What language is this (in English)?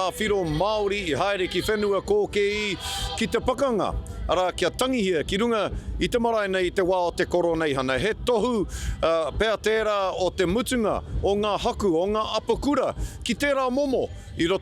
Māori